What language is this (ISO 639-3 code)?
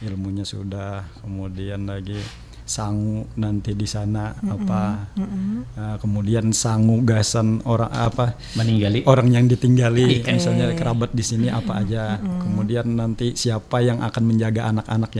bjn